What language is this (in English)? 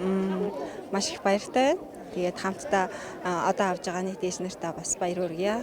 Mongolian